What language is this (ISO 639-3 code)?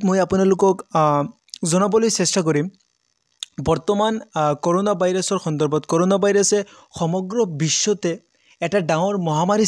asm